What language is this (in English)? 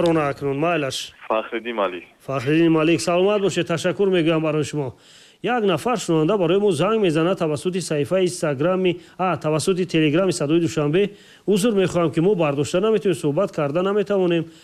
Tajik